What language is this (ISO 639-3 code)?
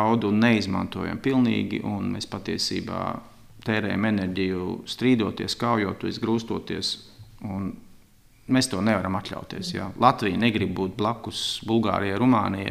lav